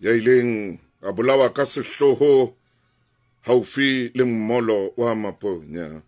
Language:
Southern Sotho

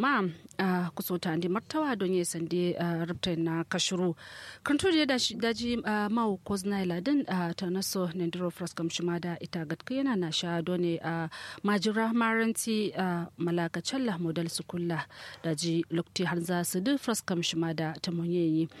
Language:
Kanuri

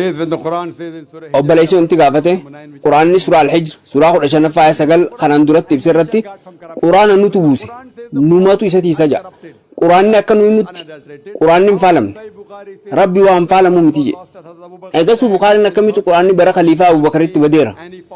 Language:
Oromo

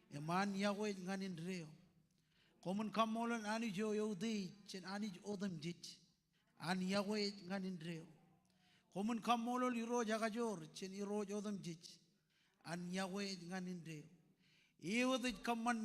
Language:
Marshallese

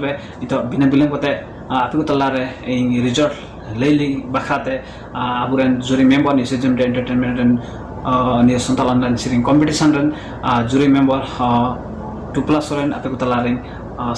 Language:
Santali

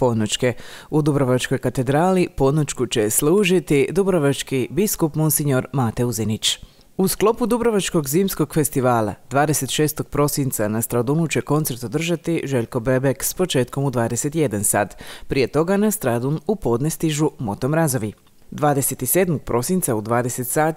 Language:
Croatian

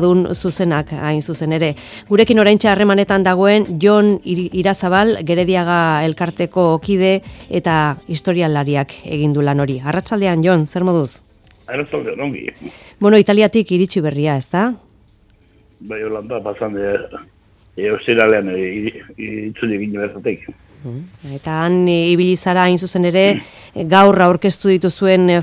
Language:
Basque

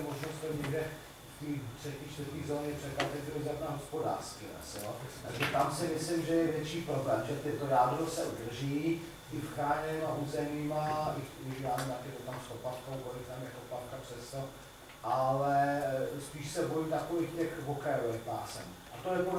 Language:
Czech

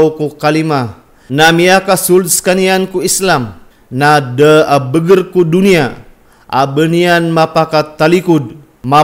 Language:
Maranao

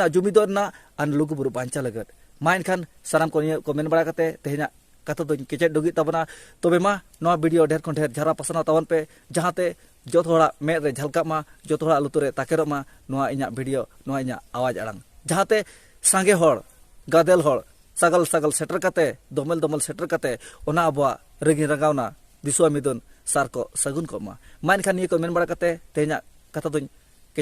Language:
Santali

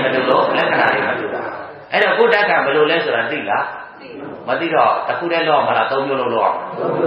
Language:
Burmese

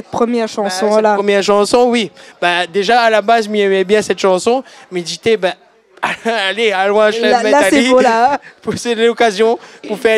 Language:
Réunion Creole French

